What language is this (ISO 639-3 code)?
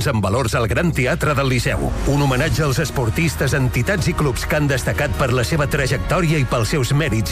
cat